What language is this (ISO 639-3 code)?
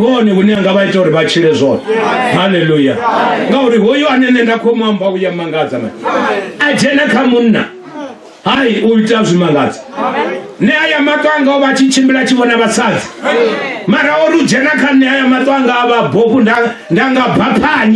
ven